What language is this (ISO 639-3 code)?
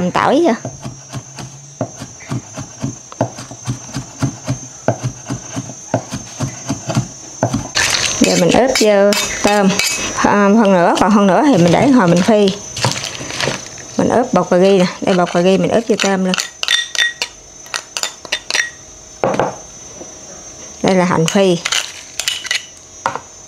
vie